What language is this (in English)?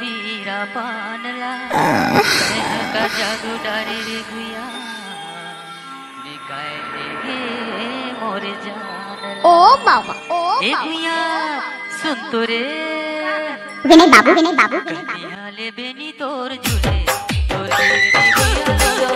Chhattisgarhi